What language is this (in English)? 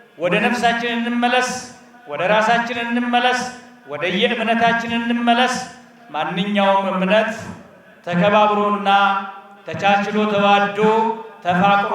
Amharic